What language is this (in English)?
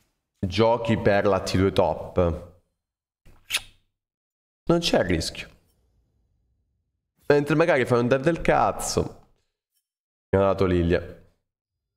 Italian